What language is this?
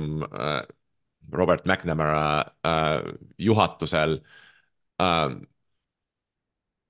Estonian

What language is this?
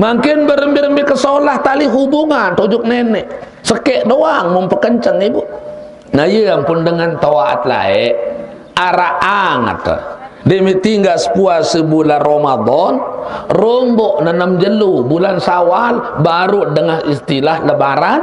Sasak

